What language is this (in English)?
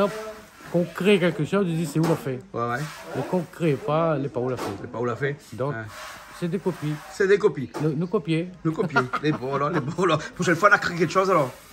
Réunion Creole French